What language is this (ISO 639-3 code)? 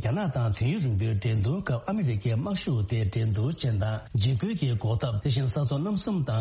bod